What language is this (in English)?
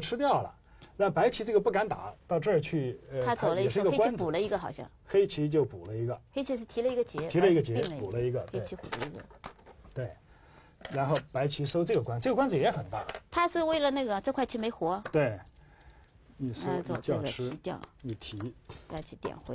Chinese